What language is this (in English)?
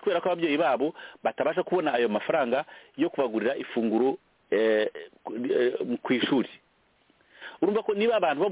Kinyarwanda